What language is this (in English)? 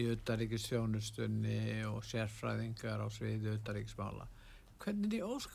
Icelandic